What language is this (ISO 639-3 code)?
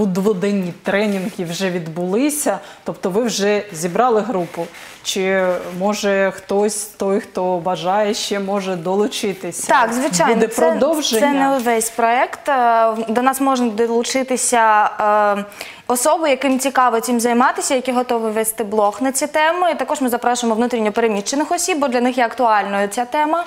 ukr